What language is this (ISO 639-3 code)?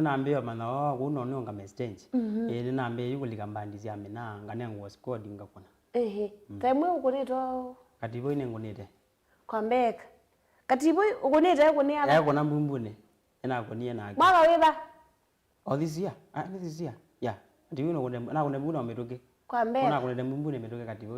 kam